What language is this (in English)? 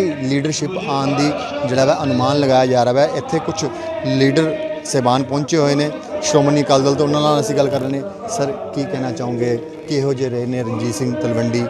Punjabi